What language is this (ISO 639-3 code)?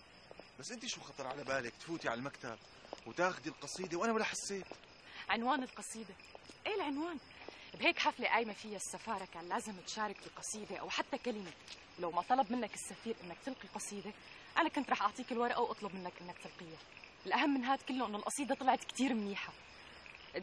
apc